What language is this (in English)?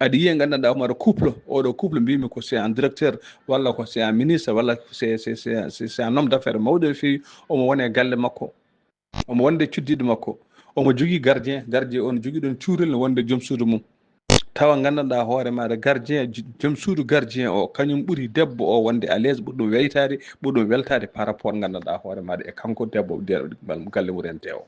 Fula